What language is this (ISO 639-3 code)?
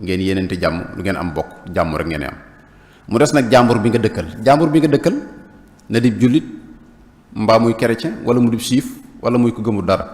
wol